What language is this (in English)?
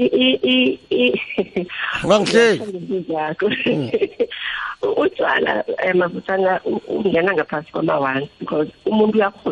South Ndebele